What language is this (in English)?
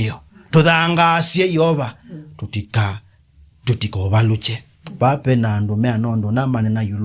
Kamba